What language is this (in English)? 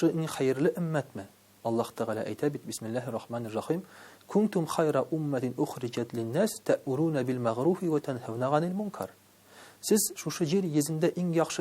Tatar